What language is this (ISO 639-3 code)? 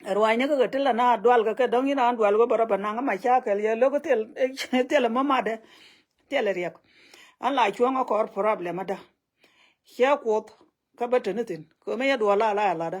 nus